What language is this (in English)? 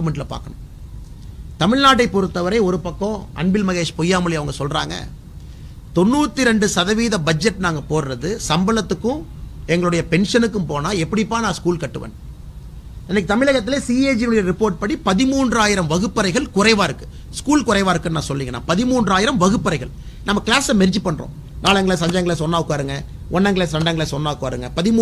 Tamil